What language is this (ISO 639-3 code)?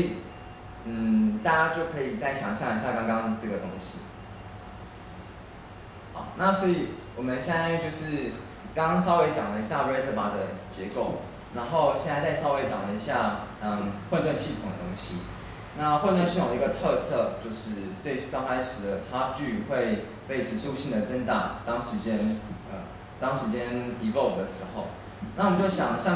zho